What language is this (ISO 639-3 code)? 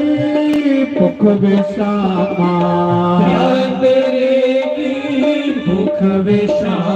doi